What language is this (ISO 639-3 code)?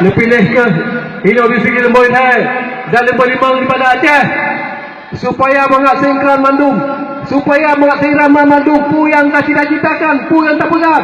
ace